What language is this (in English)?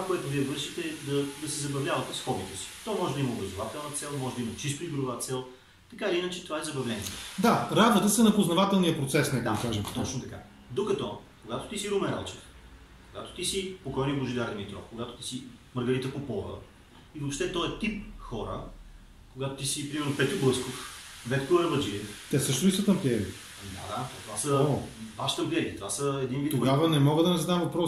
Bulgarian